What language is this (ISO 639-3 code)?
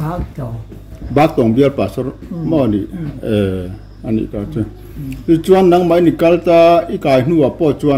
lus